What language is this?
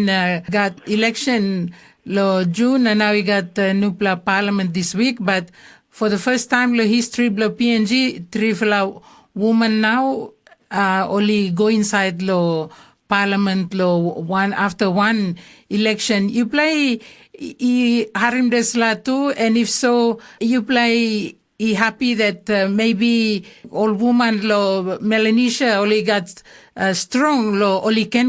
Tok Pisin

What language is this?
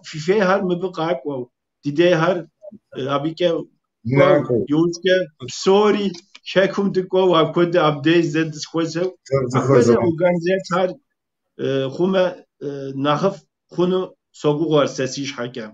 Kabardian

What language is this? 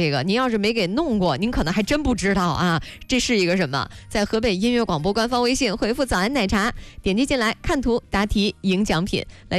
Chinese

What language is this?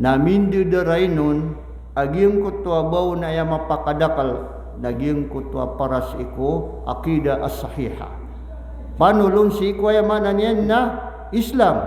Maranao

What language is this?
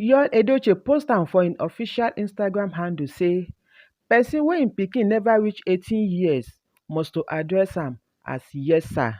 Nigerian Pidgin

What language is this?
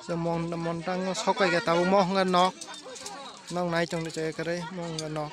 Kok Borok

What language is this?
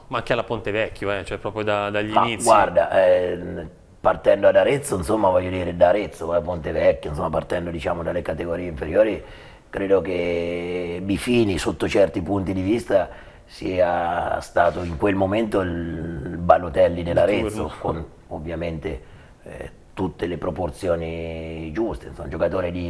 Italian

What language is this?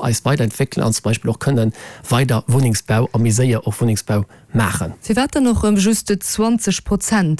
Luxembourgish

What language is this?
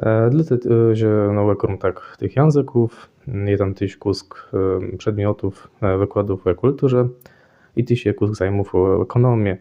Kashubian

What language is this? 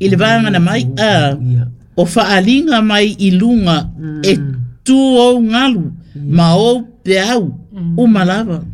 Samoan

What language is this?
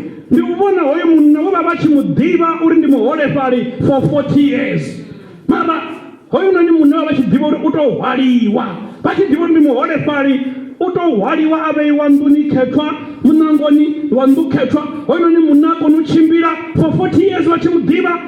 Venda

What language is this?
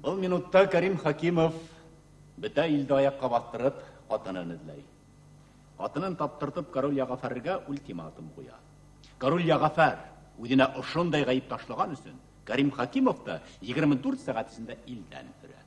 Bashkir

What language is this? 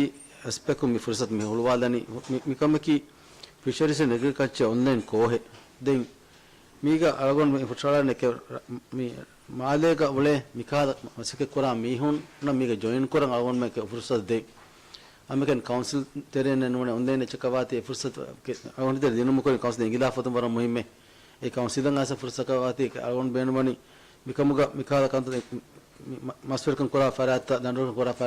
Divehi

